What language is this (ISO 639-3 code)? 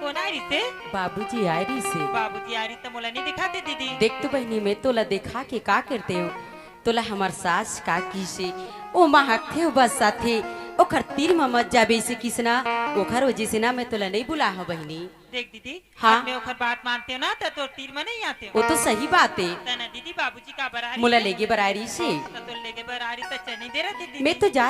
hne